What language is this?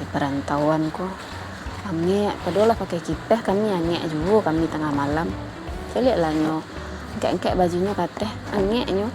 Minangkabau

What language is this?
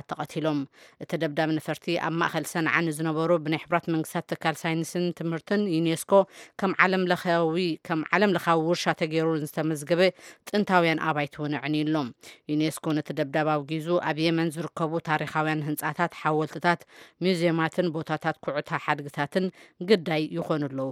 Tigrinya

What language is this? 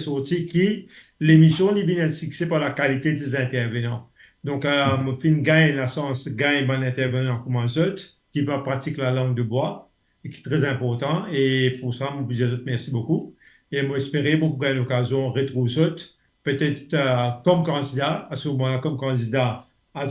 Morisyen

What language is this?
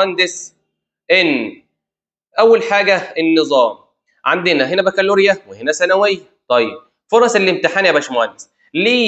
Egyptian Arabic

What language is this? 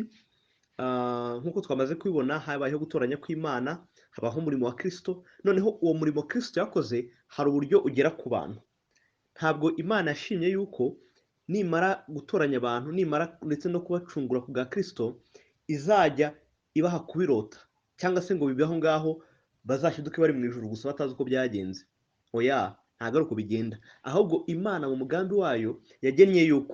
Kinyarwanda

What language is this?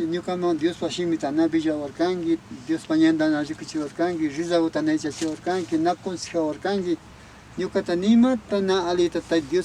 Imbabura Highland Quichua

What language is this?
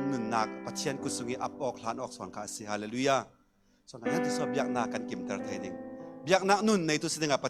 Falam Chin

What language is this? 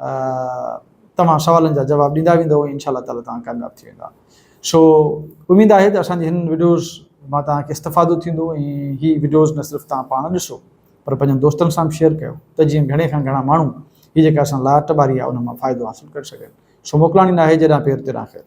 Sindhi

